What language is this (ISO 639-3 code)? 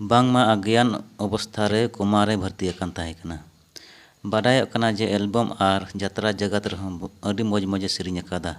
sat